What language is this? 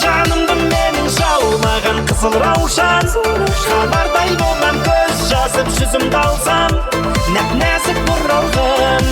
Kara-Kalpak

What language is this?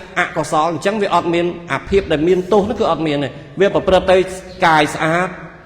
Khmer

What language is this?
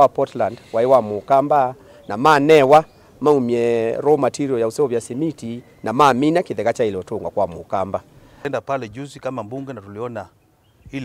Kamba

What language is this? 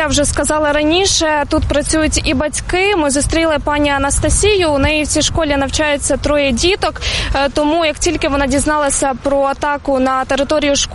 Ukrainian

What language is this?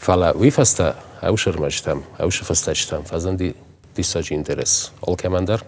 Ossetic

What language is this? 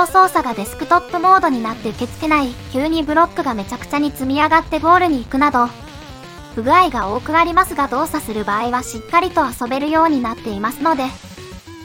Japanese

